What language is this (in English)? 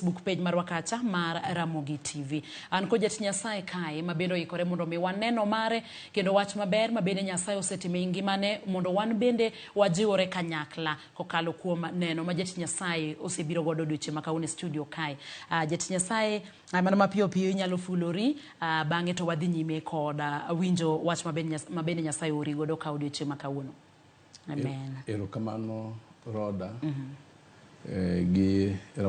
Luo (Kenya and Tanzania)